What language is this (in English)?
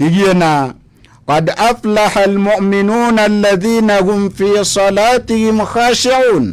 Maranao